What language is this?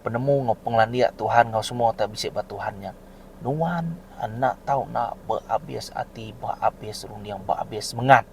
Iban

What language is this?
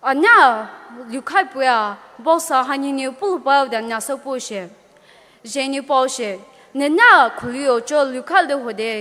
Poumei Naga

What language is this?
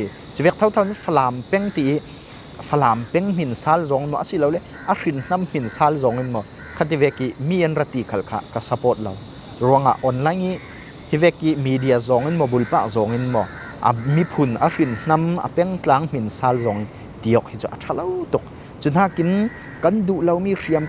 Falam Chin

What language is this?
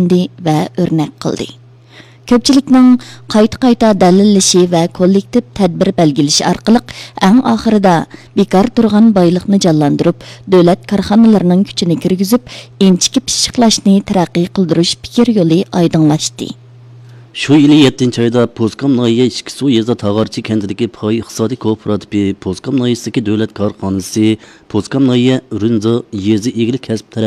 Uyghur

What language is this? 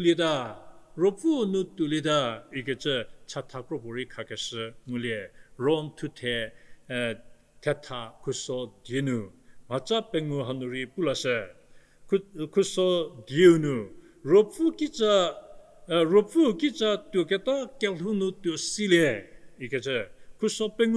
Angami Naga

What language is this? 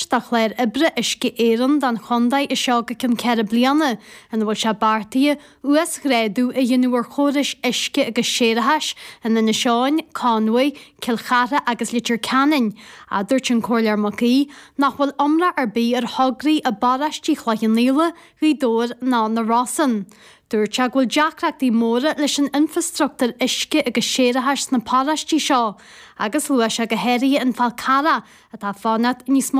Irish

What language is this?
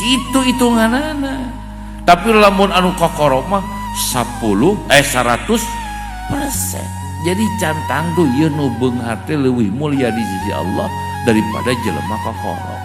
Sundanese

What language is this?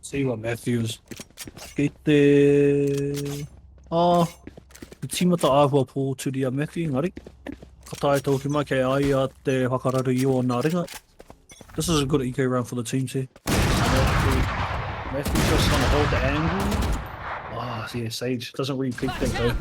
Māori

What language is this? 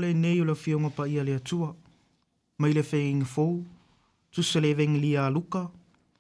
Samoan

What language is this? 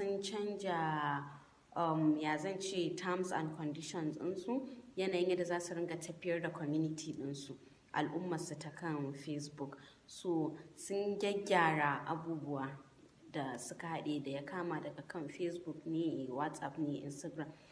Hausa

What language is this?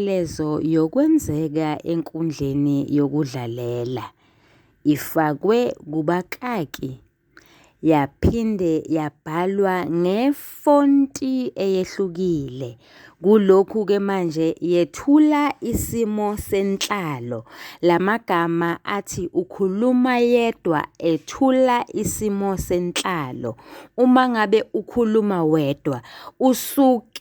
Zulu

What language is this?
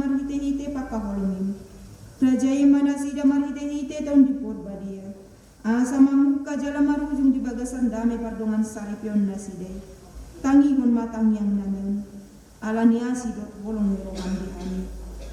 Batak Toba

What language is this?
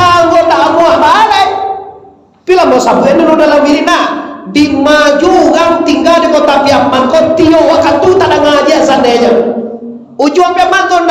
Minangkabau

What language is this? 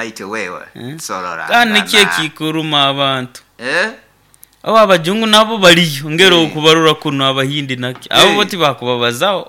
Nyoro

